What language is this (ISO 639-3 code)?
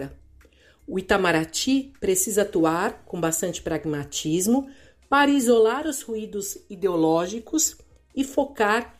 por